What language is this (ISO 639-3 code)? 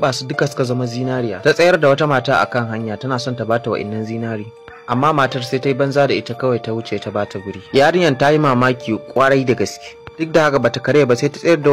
hau